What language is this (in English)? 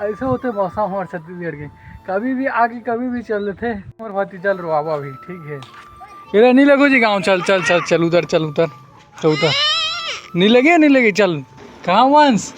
Chhattisgarhi